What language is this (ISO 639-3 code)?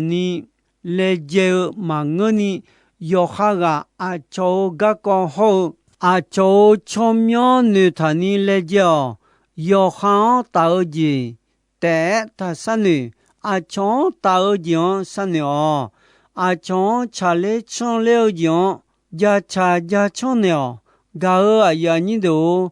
ahk